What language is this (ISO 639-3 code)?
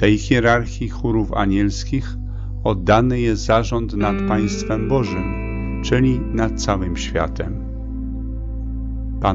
pol